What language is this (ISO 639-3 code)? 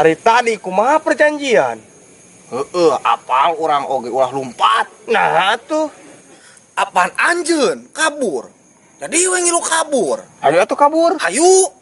sun